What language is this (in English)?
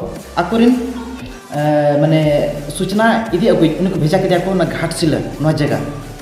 Santali